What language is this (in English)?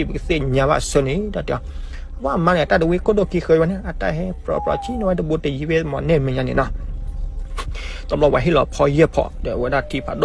S'gaw Karen